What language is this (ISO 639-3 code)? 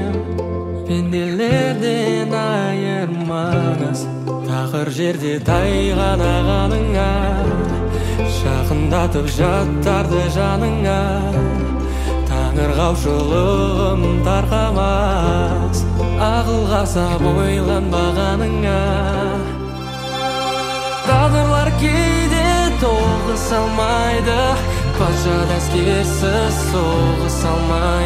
kaz